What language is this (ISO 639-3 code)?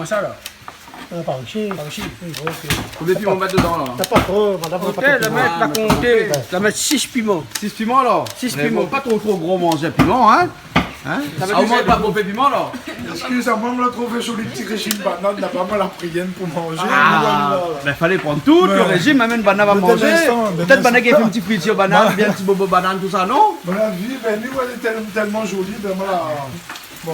rcf